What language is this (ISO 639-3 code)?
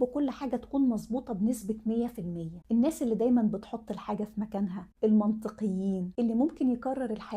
arz